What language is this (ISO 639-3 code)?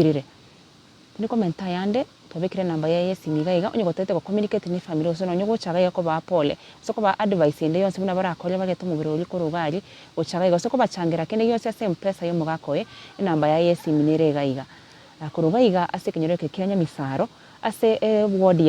guz